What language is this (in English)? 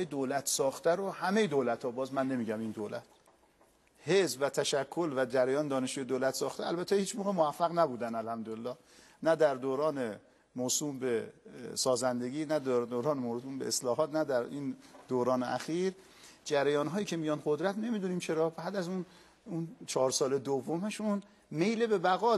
Persian